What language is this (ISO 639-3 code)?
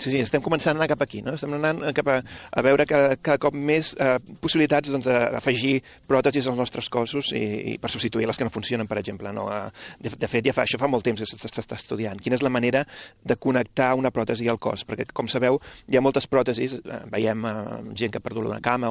cat